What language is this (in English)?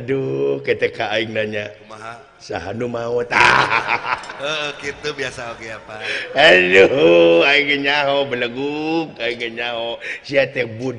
Sundanese